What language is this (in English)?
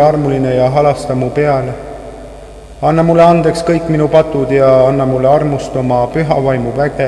Estonian